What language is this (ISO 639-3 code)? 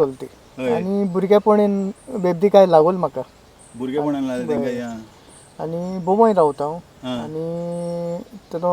kok